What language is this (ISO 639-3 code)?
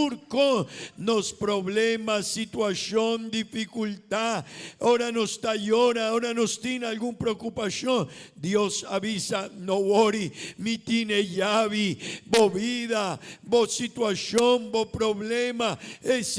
pap